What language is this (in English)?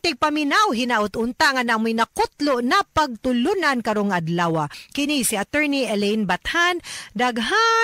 Cebuano